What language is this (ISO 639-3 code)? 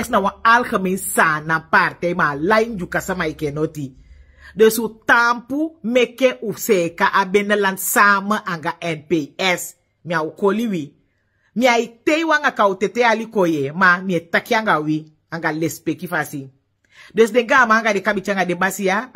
srn